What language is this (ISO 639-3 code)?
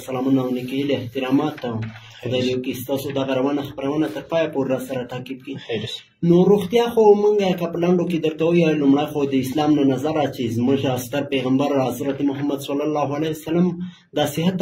pus